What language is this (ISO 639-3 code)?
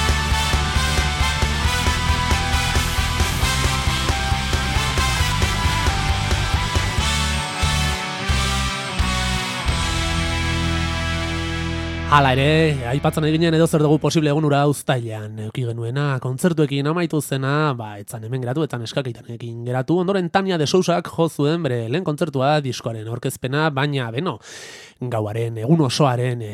eus